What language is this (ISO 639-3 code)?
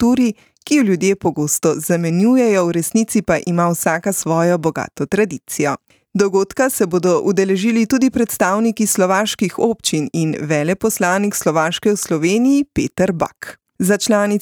slv